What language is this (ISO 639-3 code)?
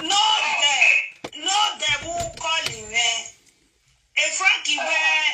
pcm